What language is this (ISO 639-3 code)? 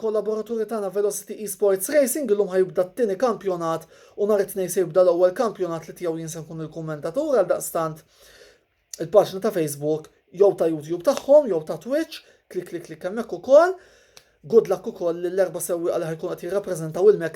mlt